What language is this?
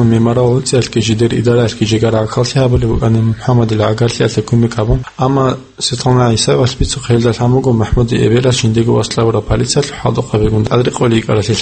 Avaric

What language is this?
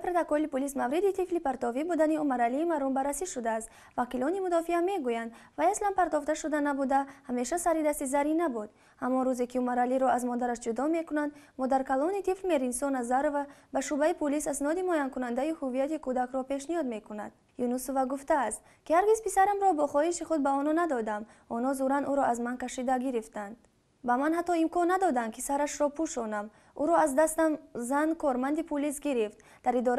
Tajik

